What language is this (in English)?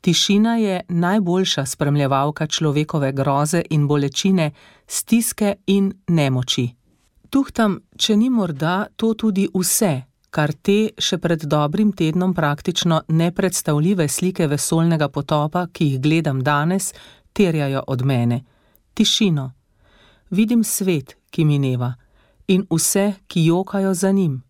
Slovenian